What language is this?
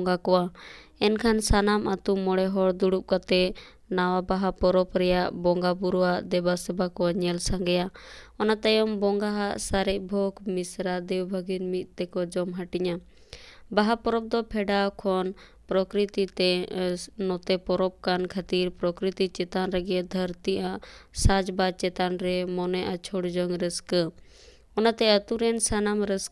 Santali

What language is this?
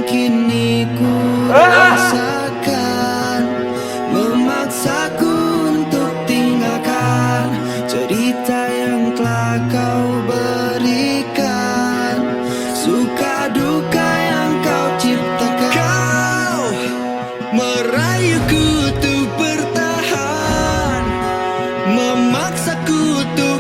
Betawi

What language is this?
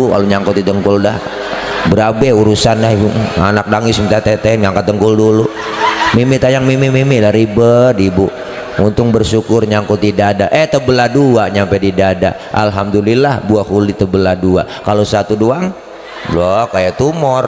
Betawi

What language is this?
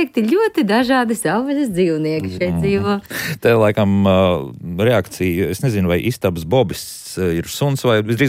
Latvian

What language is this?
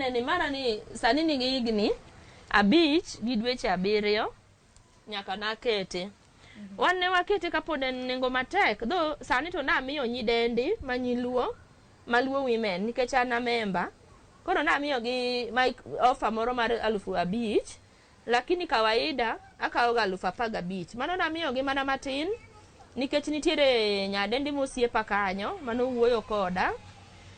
Luo (Kenya and Tanzania)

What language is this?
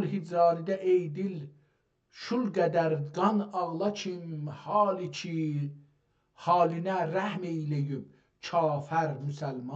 South Azerbaijani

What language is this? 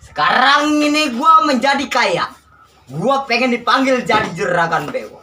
Betawi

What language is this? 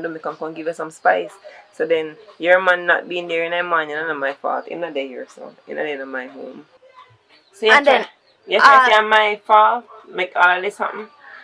Jamaican Creole English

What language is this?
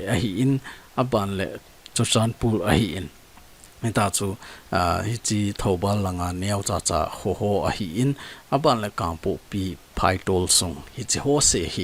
Thado Chin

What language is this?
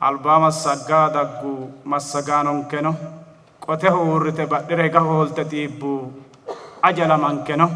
Sidamo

